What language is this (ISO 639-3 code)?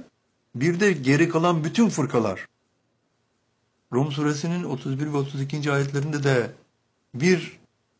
tur